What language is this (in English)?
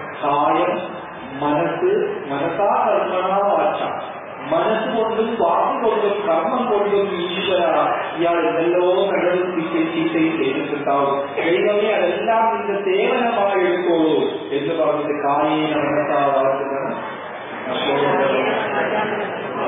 Malayalam